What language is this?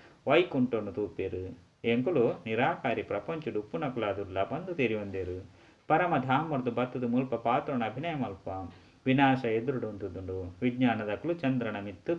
Tulu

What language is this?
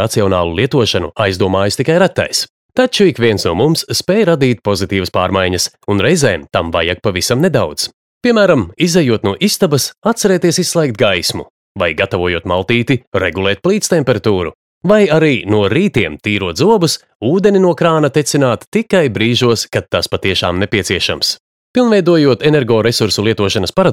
Latvian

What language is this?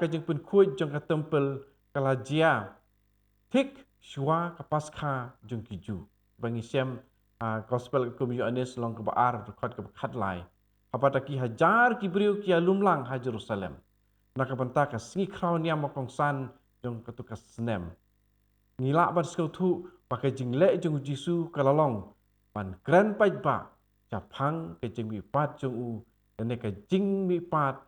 Khasi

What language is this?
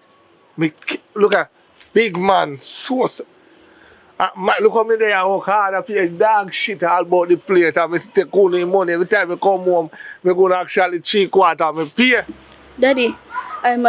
Jamaican Creole English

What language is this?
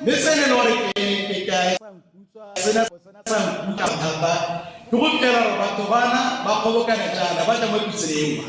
Tswana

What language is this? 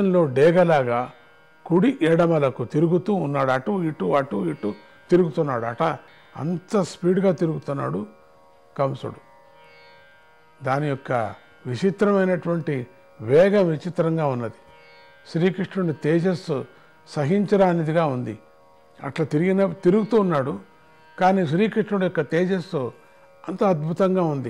Telugu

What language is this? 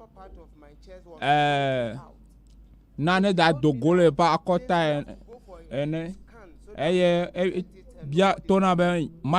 Ewe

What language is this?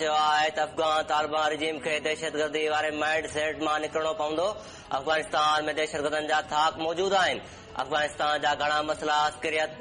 Sindhi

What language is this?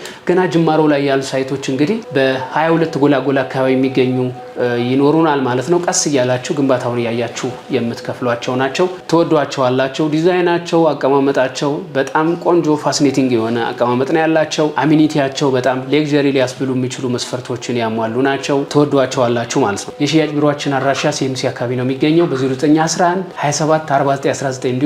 Amharic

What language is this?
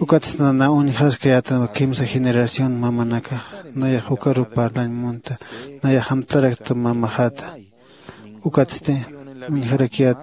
Aymara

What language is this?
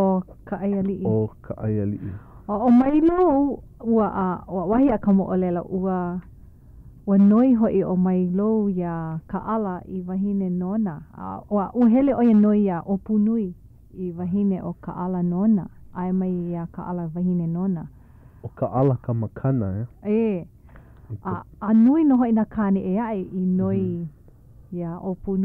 Hawaiian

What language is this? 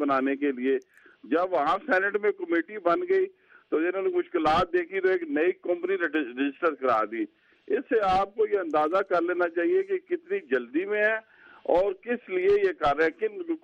Urdu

